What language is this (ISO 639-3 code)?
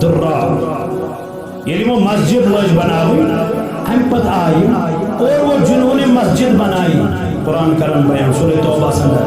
kas